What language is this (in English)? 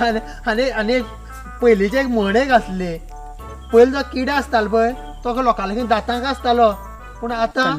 Konkani